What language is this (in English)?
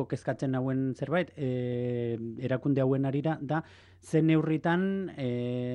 Basque